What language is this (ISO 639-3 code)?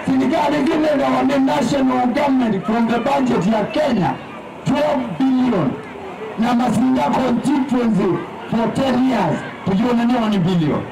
kam